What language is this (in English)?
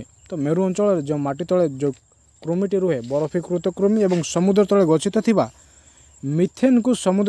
Odia